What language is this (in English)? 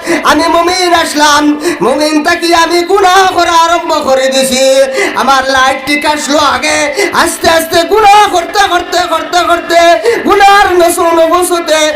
Sylheti